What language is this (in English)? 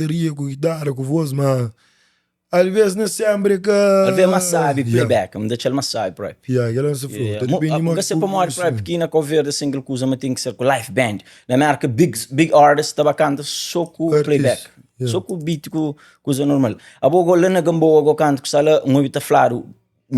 Kabuverdianu